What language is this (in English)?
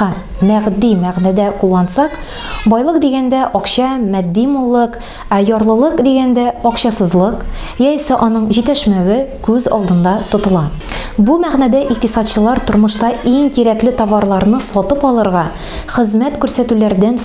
Tatar